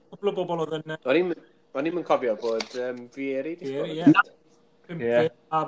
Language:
Welsh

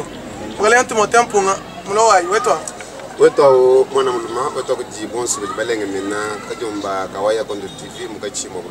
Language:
Luba-Lulua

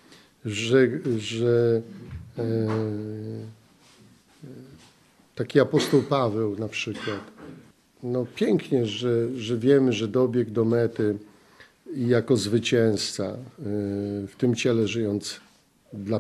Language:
Polish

